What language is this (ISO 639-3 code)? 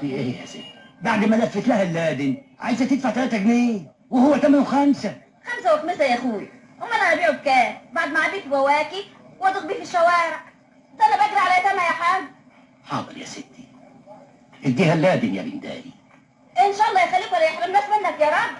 arz